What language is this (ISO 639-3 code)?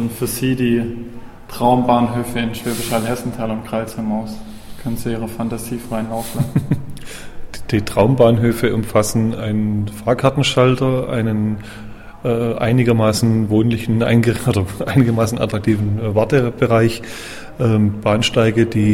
deu